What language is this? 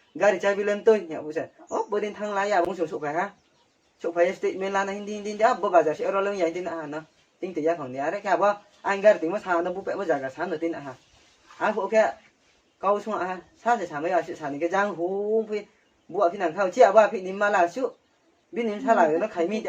Riang (India)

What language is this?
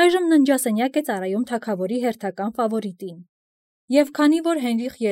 Armenian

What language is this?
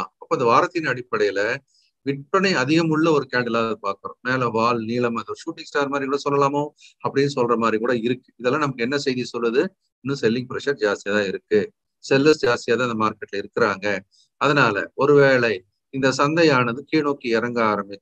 Tamil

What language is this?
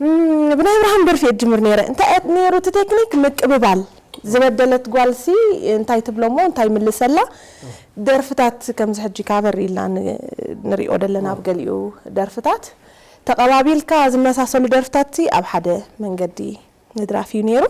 Tigrinya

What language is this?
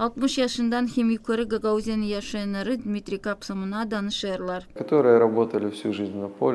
Gagauz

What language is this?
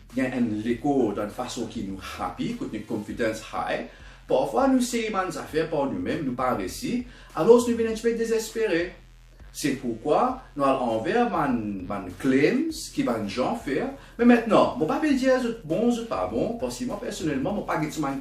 Morisyen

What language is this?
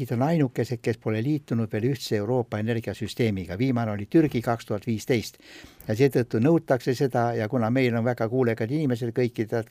Estonian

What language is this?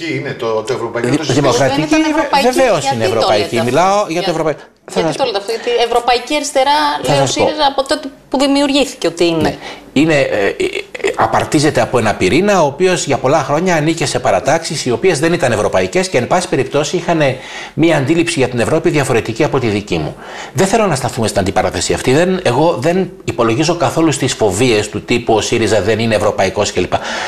Greek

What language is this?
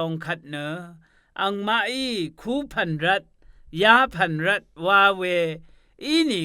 Rawang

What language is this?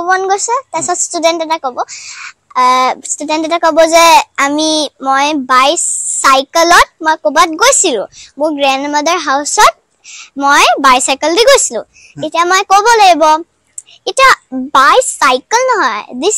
Assamese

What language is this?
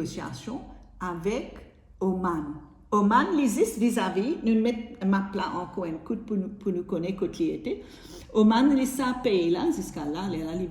Morisyen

